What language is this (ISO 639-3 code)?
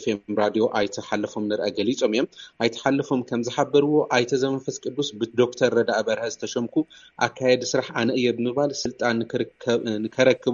tir